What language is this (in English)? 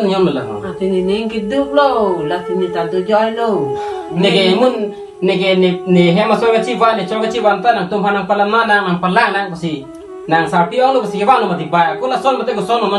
Karbi